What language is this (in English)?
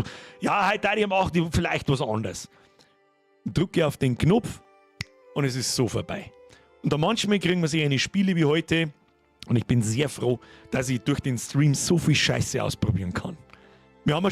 Bavarian